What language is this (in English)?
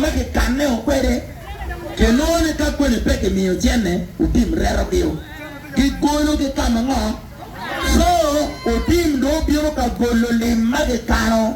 Acoli